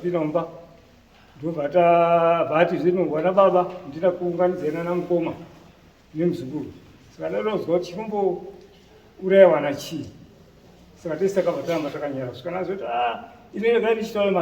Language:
Shona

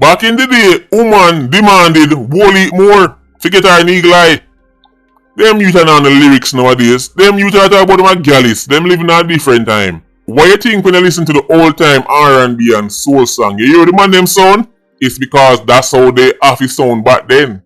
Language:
Jamaican Creole English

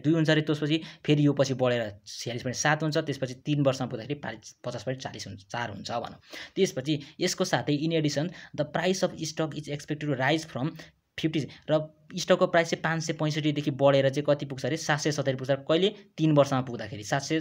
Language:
Nepali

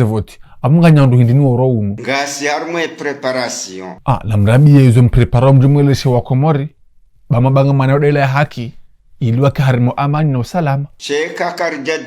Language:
Ngazidja Comorian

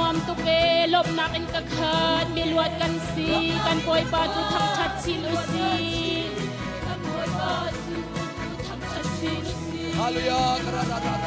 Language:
Hakha Chin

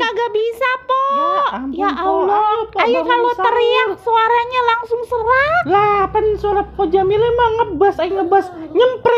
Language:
Betawi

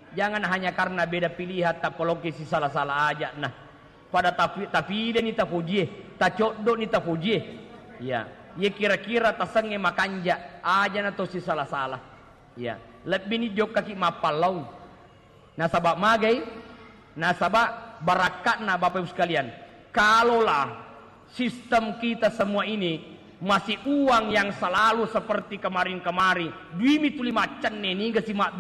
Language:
Buginese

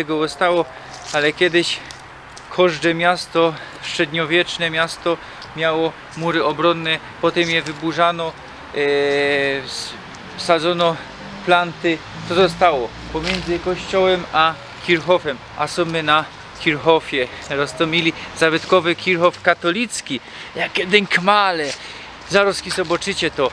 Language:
Silesian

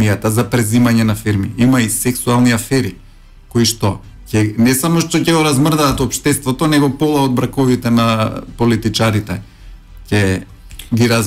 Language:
Macedonian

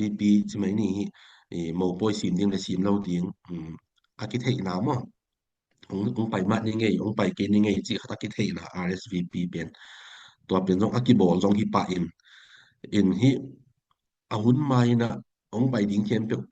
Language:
Tedim Chin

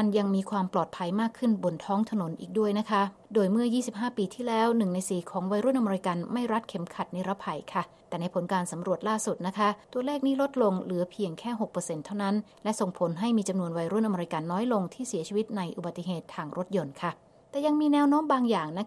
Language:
Thai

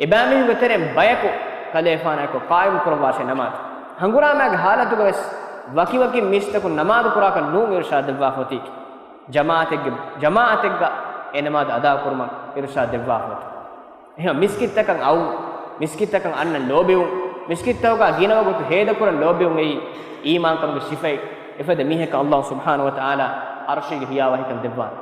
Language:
Divehi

